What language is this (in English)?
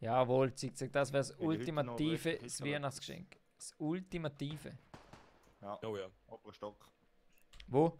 Swiss German